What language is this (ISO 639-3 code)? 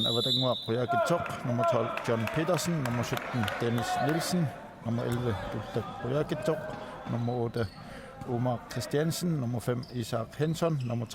kal